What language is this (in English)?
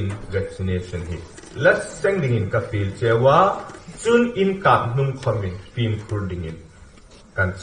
Hmar